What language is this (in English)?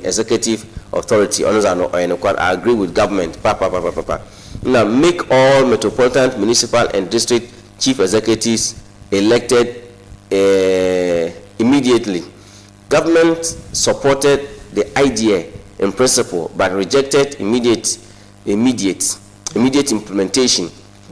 Akan